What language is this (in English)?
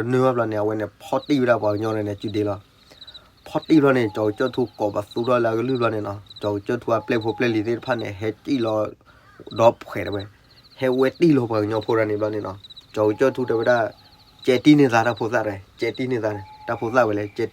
S'gaw Karen